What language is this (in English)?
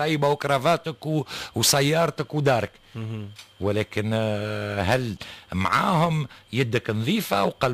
Tunisian Arabic